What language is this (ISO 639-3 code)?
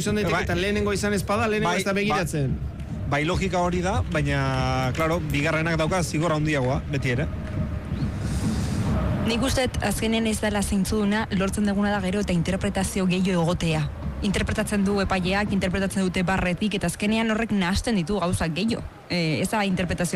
eus